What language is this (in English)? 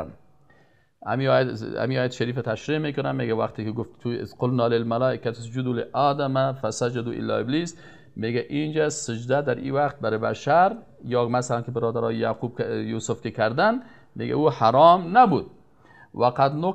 Persian